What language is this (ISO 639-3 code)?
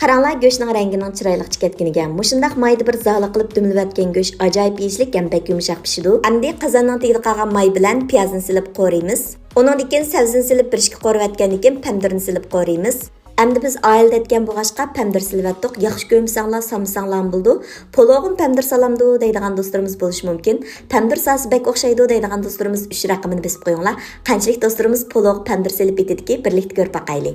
uig